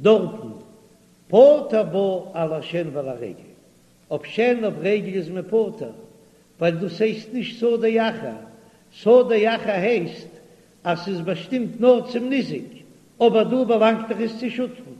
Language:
Yiddish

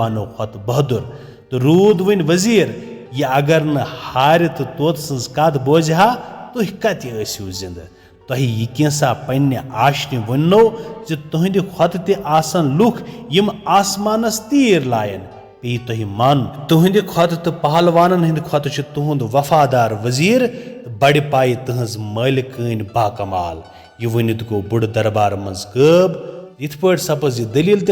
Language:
Kashmiri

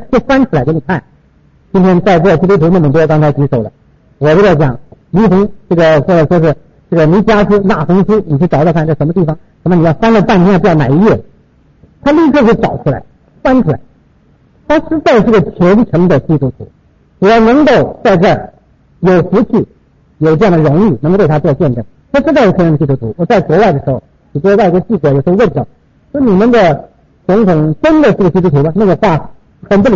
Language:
Chinese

